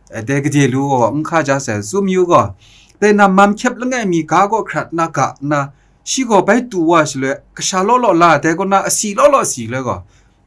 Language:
Kachin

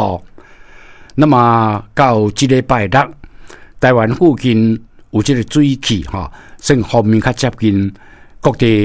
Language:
Min Nan Chinese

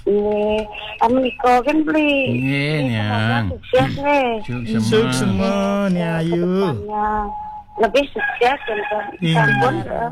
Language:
Balinese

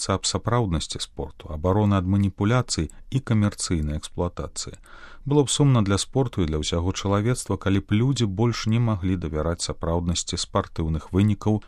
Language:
Belarusian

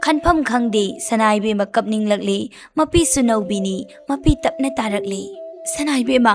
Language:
Manipuri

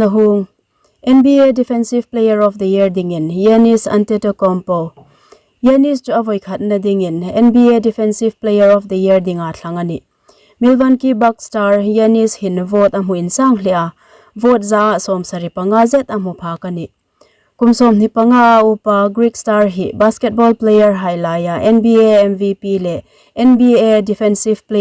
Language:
Hmar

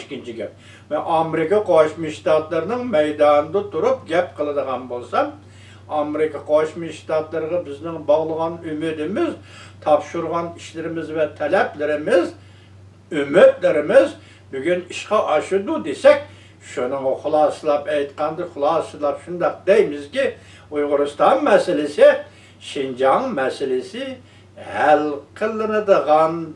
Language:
Uyghur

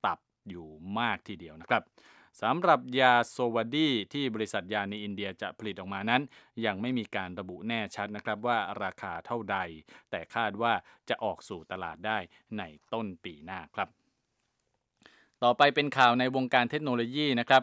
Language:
Thai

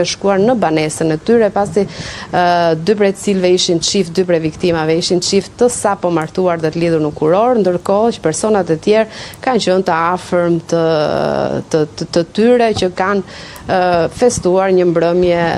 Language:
Albanian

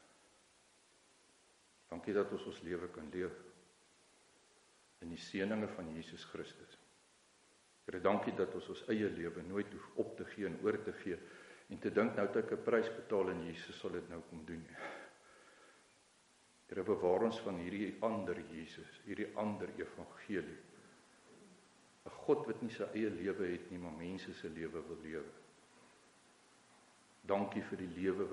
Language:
Afrikaans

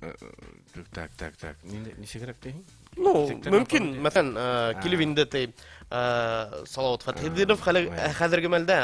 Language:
Bashkir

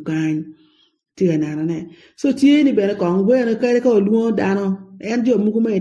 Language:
Acoli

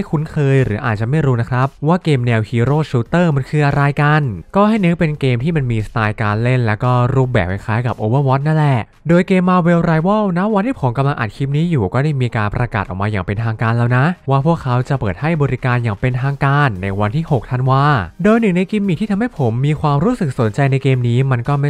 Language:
Thai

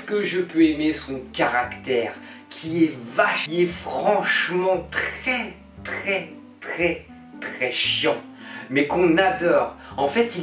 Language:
French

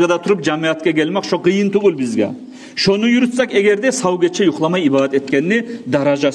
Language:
Kumyk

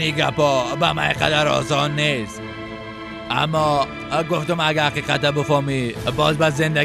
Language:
Persian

